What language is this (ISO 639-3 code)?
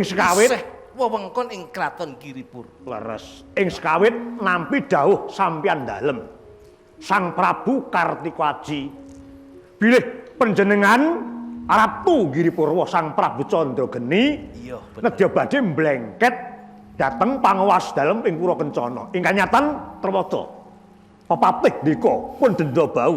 jav